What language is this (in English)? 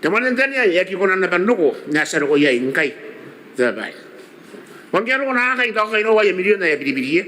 Gilbertese